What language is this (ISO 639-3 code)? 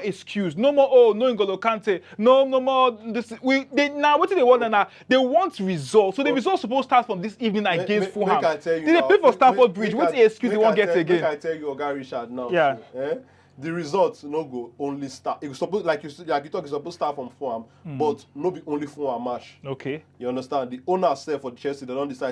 pcm